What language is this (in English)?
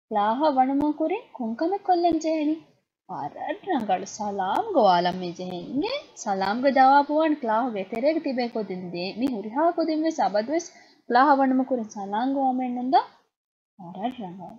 Divehi